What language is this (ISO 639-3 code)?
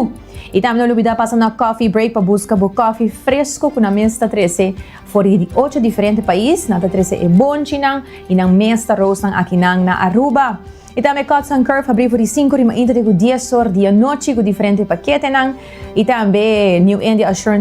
pap